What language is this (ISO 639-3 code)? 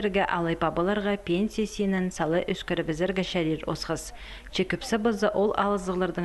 kjh